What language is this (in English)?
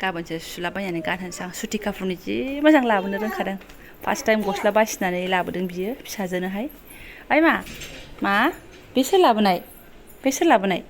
Bodo